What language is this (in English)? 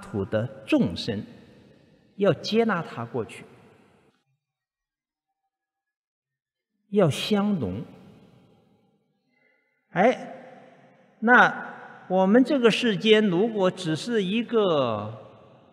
Chinese